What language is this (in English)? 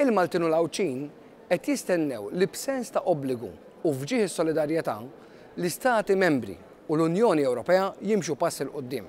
Maltese